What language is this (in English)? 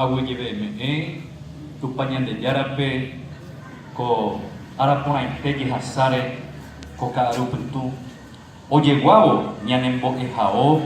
Guarani